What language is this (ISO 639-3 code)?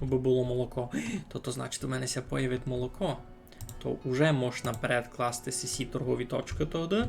rue